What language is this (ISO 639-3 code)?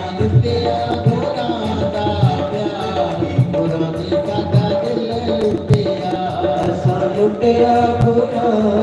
doi